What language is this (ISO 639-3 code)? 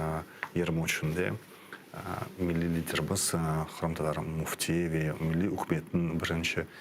crh